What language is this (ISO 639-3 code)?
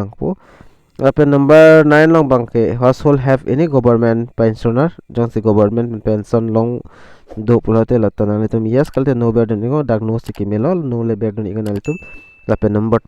mjw